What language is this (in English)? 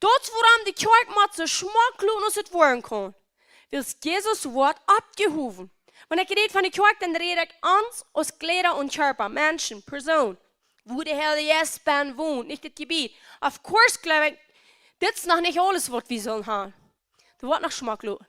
Plautdietsch